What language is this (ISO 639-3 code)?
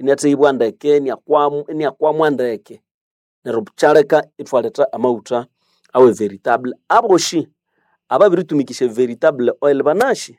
nnb